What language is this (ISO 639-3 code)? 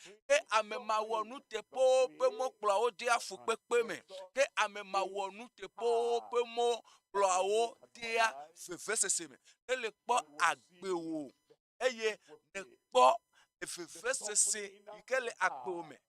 ewe